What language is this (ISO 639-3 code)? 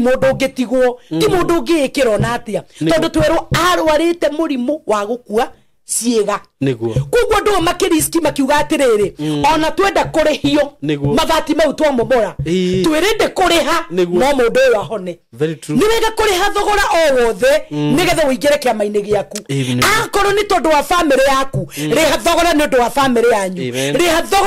kik